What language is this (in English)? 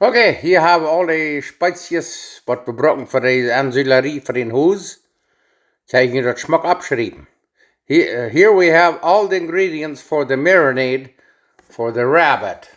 Plautdietsch